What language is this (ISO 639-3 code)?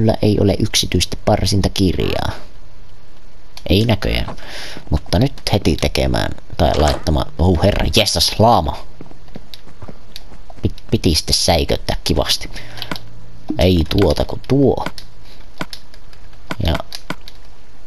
fin